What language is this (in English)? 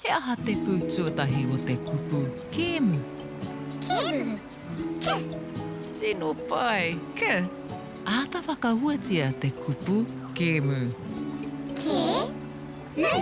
Māori